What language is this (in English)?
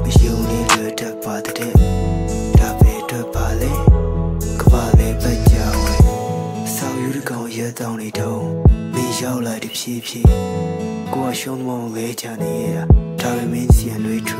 Burmese